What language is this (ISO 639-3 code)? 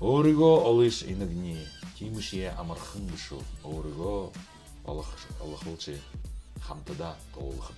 bua